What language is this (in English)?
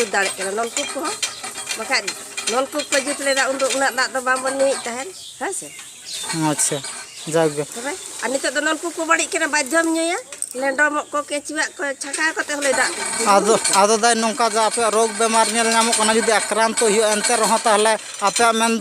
Santali